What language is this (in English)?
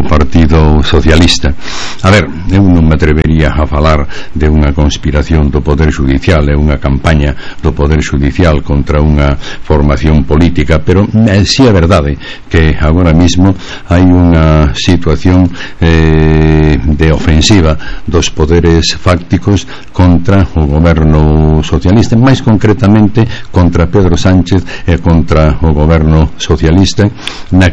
Galician